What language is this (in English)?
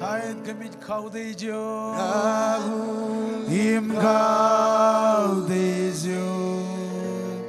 Marshallese